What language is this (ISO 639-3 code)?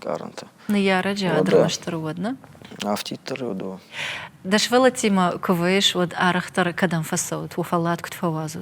oss